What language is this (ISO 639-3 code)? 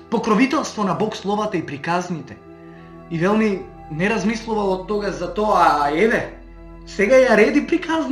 mkd